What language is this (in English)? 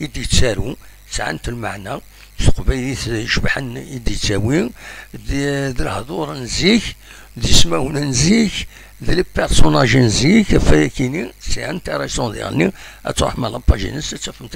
Kabyle